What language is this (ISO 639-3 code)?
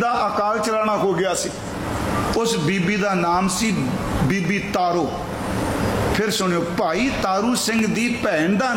pan